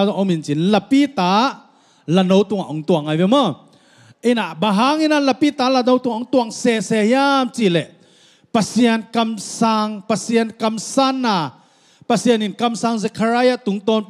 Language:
Tedim Chin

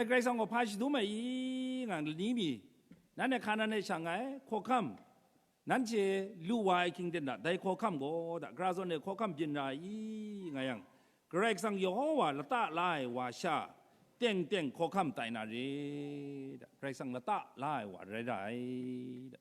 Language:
Kachin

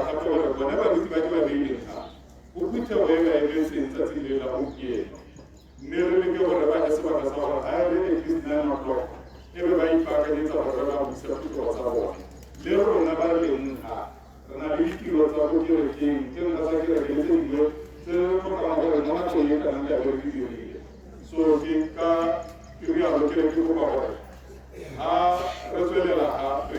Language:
Tswana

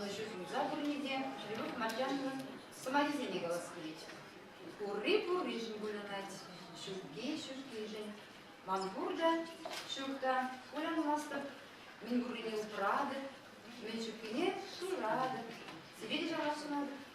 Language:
Chuvash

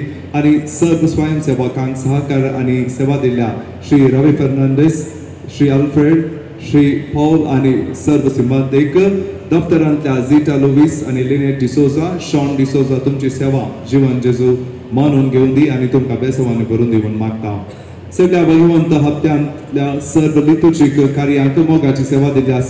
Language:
Konkani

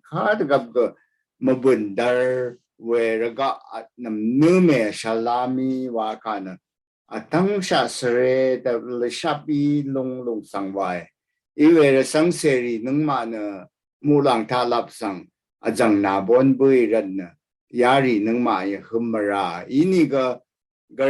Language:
Rawang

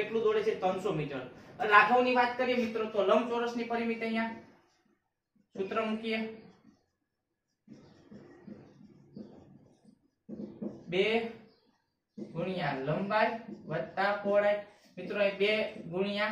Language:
Gujarati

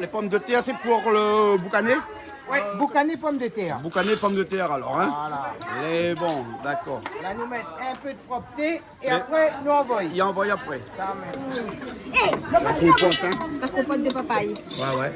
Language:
Réunion Creole French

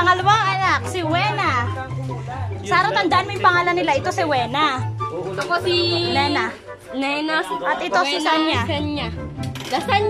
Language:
Filipino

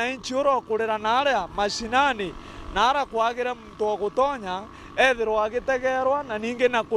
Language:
Meru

